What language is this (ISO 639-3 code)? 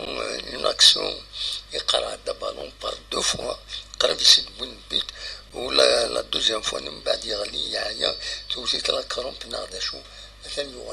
kab